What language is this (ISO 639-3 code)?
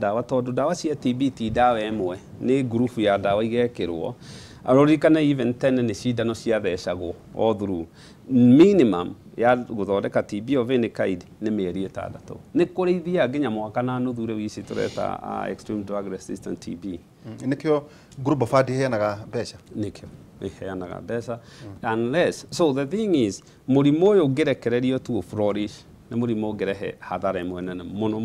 kik